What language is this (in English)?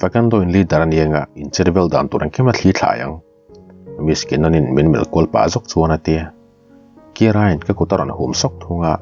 Mizo